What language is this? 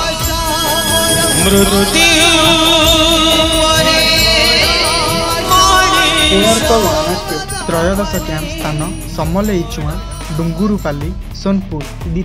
Odia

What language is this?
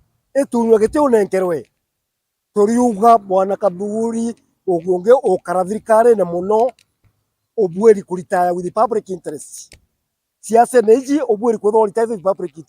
Meru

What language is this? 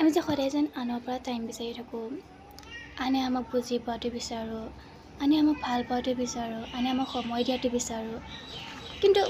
Assamese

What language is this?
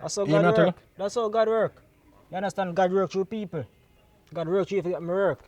Jamaican Creole English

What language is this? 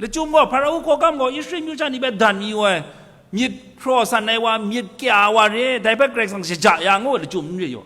Kachin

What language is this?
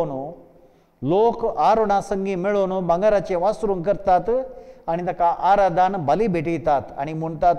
Konkani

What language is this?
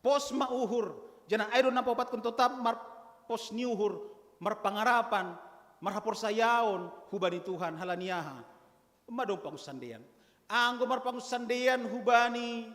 Batak Simalungun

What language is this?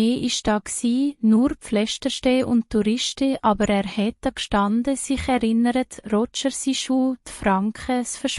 Swiss German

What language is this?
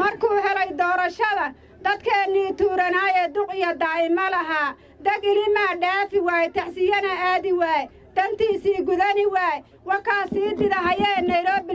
Somali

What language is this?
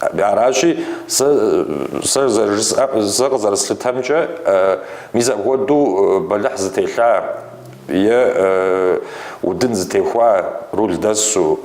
Kabardian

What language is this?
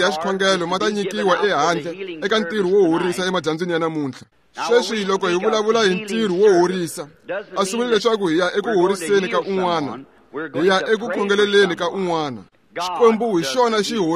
Tsonga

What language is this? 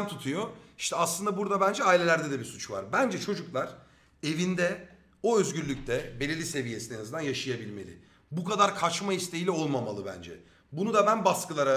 Turkish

